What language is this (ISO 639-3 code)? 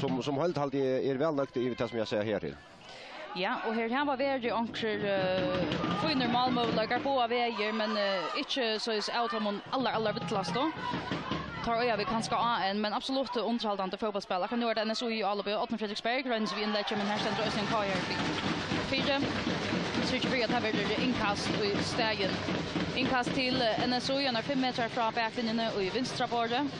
fao